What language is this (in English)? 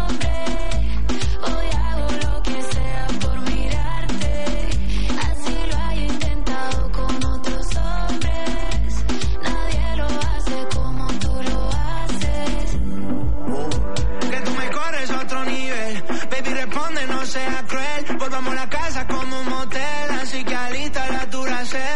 Spanish